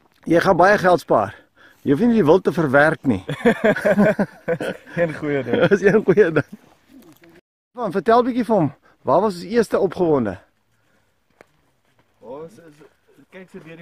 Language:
Afrikaans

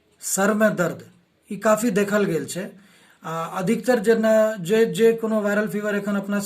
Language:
Maithili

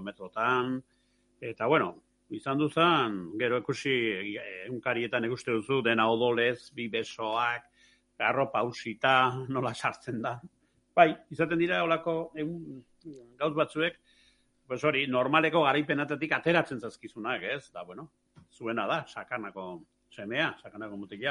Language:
Basque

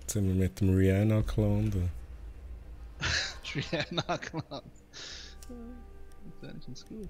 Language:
Swiss German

